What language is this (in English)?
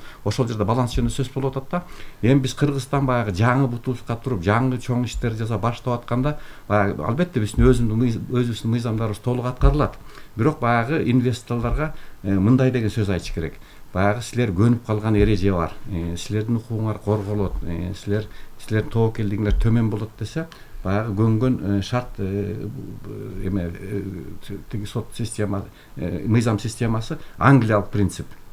Kyrgyz